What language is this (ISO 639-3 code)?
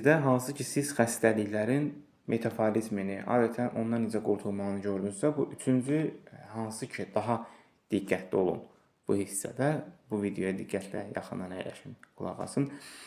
aze